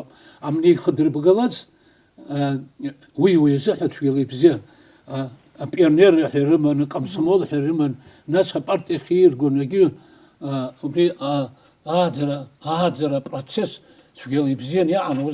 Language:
Abkhazian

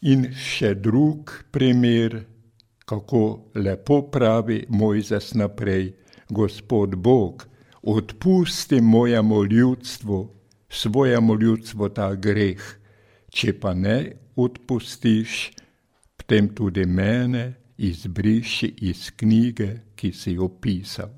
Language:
Slovenian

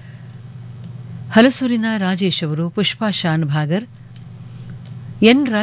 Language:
Kannada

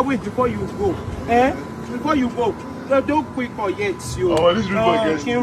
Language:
Nigerian Pidgin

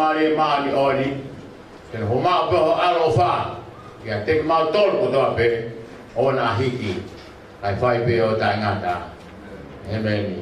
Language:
Tongan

